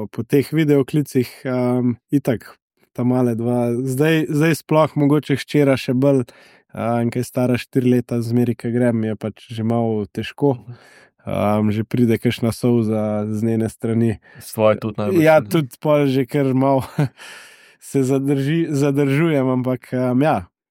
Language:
Slovenian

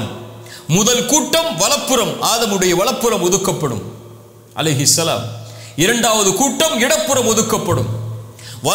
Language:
Tamil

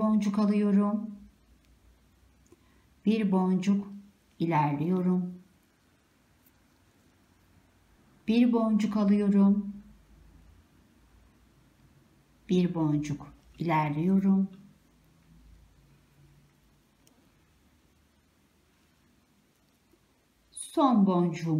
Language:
Turkish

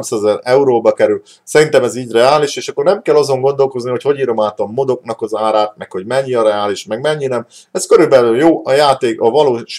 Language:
Hungarian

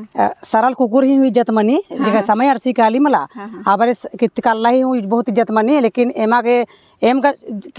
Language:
Kurukh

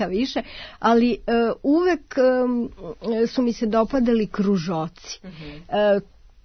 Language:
Serbian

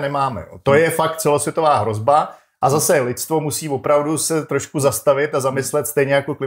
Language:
Czech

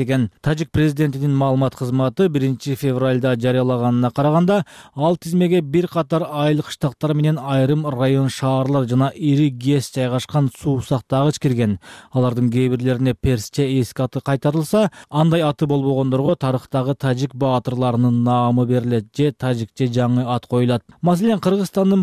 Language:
Kyrgyz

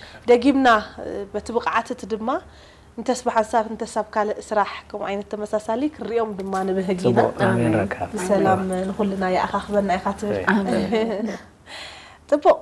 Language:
Tigrinya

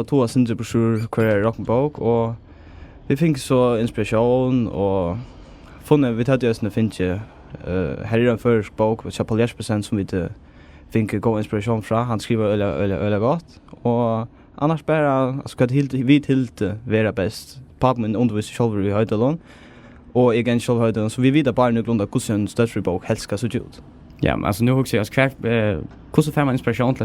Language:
Faroese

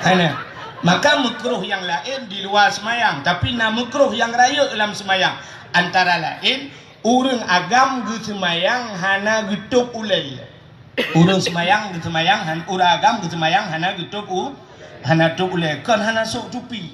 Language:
Achinese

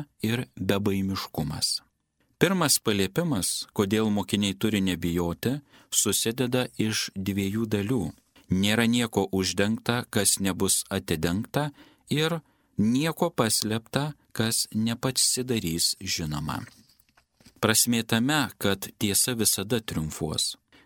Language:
Lithuanian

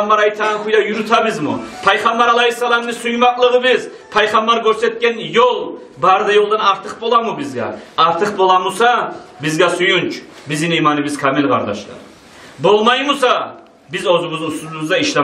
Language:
Kumyk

